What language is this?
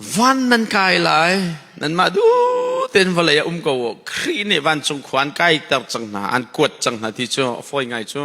Hakha Chin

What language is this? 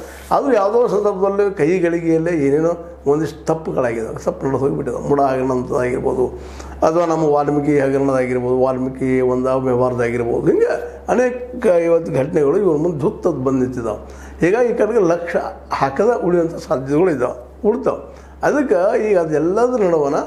Kannada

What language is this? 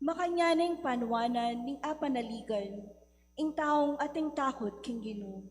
Pampanga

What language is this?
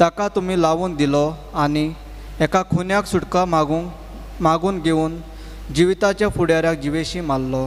Konkani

